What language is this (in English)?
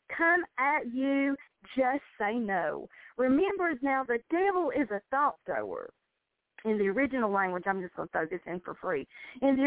English